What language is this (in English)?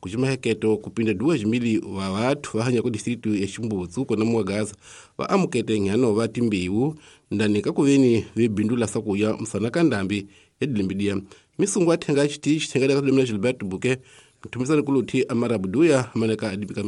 Tsonga